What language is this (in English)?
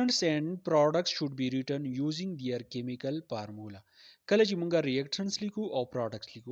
Pashto